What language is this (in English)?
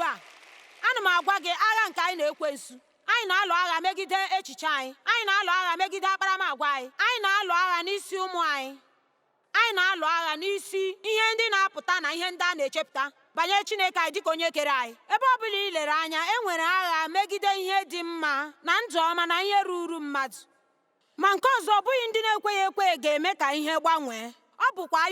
Igbo